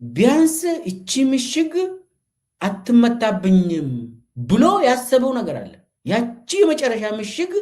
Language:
Amharic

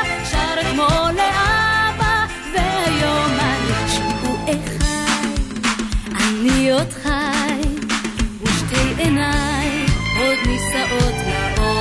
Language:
Hebrew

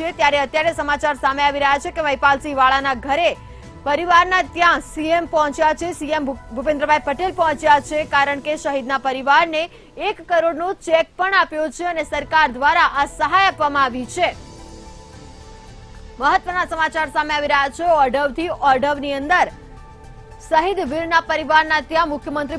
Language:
Gujarati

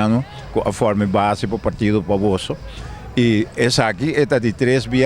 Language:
Papiamento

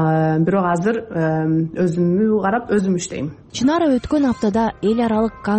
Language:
Kyrgyz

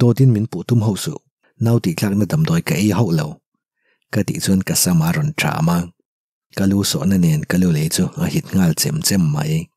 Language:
Mizo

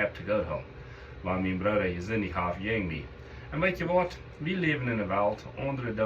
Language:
Plautdietsch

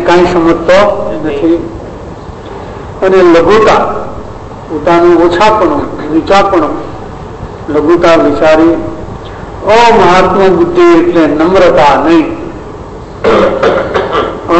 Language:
Gujarati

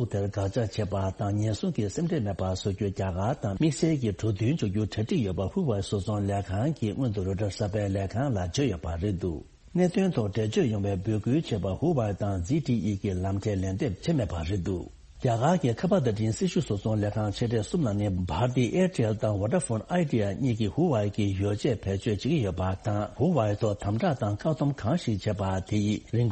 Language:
Tibetan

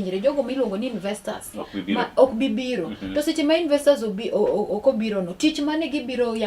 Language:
Luo (Kenya and Tanzania)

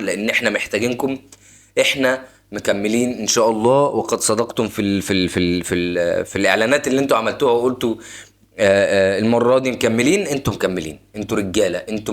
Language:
Egyptian Arabic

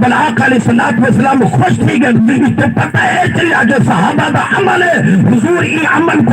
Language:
Saraiki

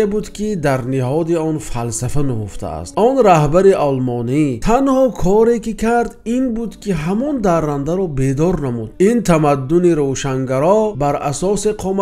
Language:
Tajik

